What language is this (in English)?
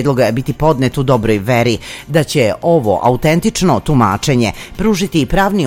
Serbian